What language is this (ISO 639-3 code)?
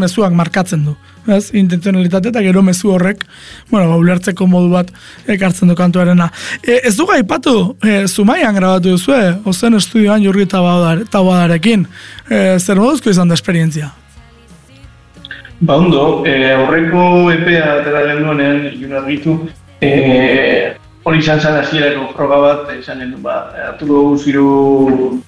eus